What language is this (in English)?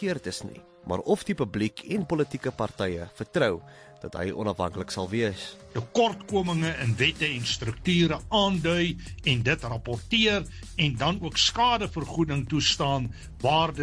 Afrikaans